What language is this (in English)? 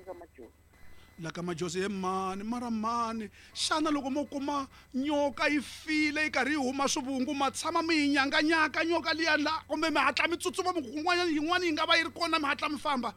Tsonga